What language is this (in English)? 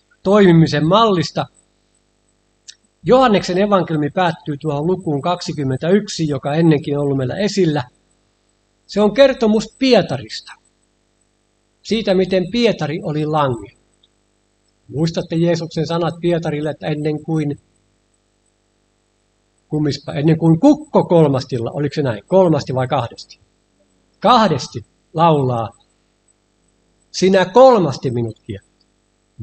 Finnish